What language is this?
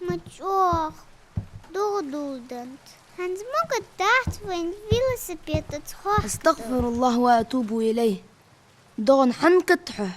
Ingush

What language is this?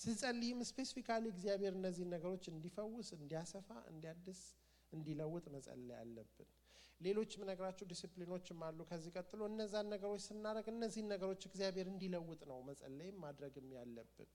Amharic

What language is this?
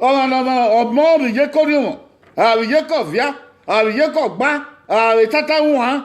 Bini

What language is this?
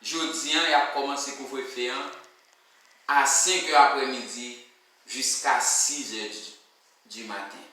Haitian Creole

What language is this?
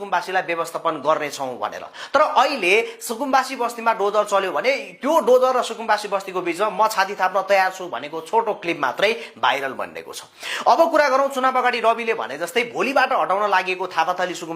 Nepali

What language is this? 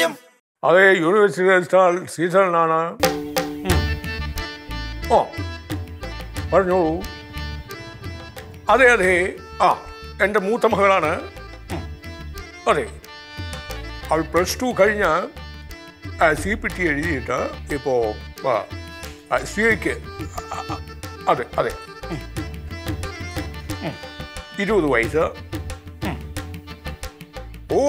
Malayalam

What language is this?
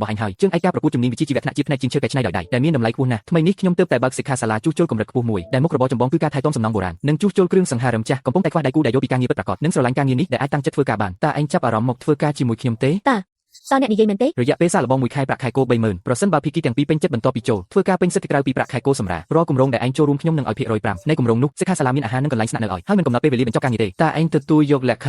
Khmer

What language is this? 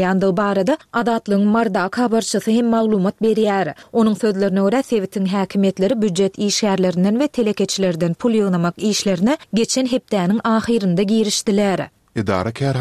Turkmen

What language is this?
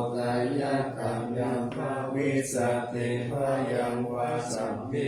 Pali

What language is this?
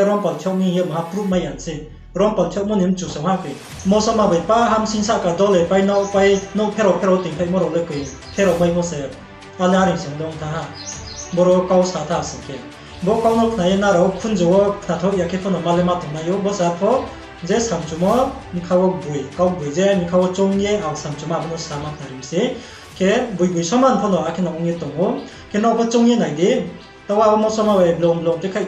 Riang (India)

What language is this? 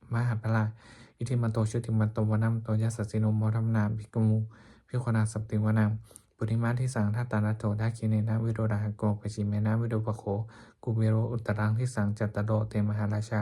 Pali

